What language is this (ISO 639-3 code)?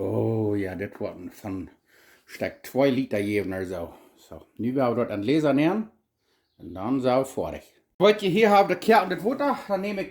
pdt